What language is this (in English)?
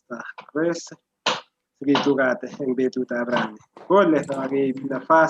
Kalenjin